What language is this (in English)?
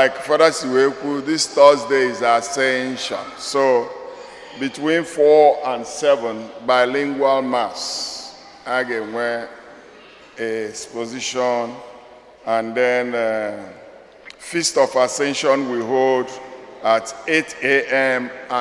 Igbo